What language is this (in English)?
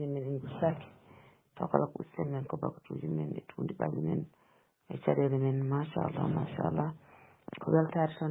Fula